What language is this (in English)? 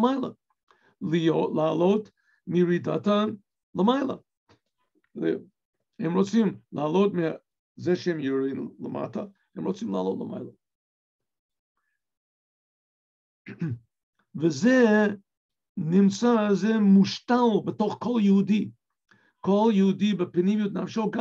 Hebrew